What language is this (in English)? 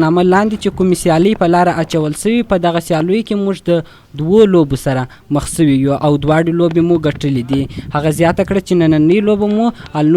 Pashto